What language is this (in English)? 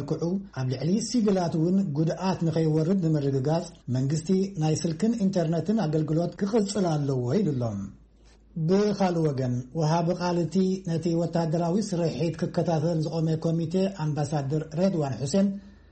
Tigrinya